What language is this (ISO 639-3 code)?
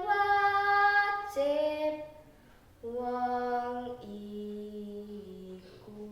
jav